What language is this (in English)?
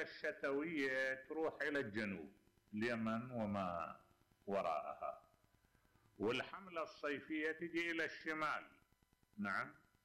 Mesopotamian Arabic